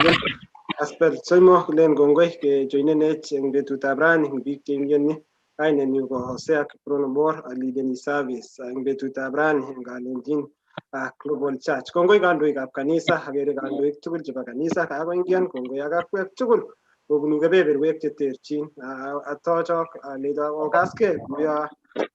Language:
Kalenjin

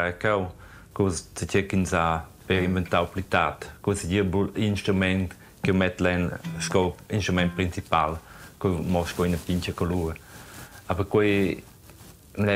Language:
Romansh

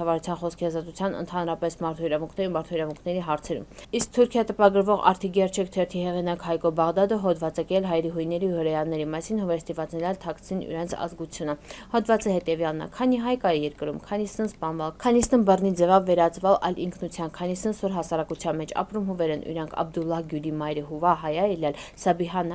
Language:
Armenian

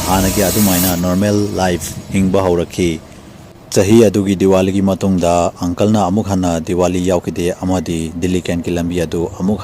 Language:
Manipuri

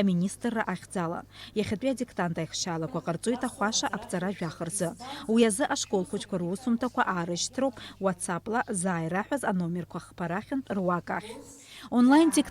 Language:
Abkhazian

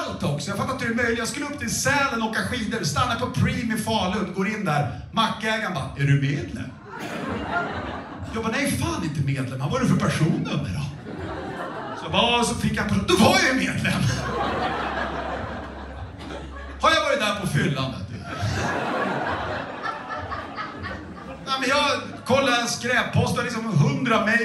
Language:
Swedish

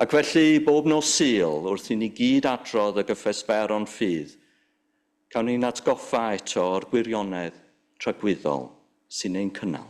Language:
Welsh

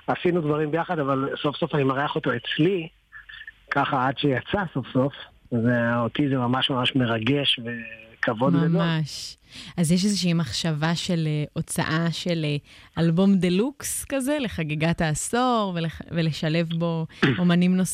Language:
Hebrew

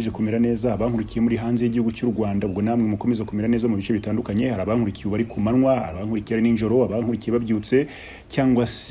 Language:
Kinyarwanda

